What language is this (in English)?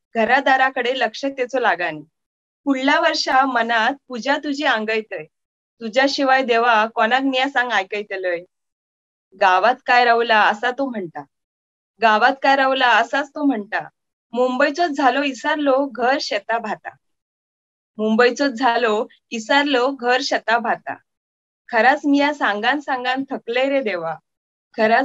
Marathi